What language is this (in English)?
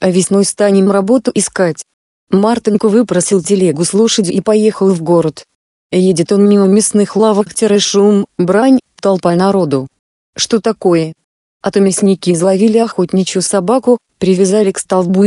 Russian